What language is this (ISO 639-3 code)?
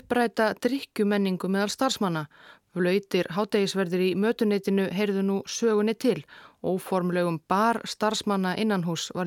isl